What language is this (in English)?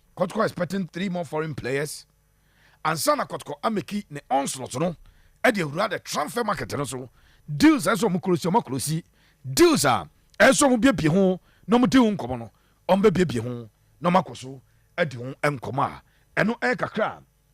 Akan